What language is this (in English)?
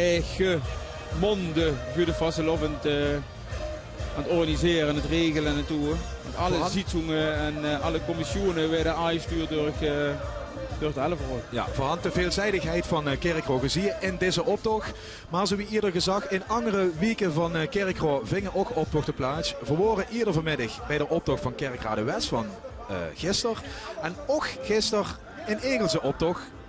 Limburgish